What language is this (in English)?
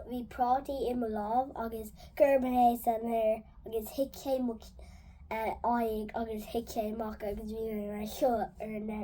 Irish